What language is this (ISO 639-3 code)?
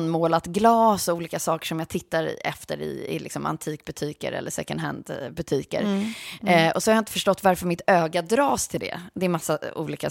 swe